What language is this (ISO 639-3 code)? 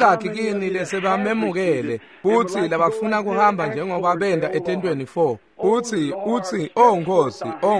ssw